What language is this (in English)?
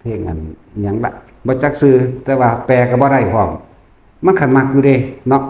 Lao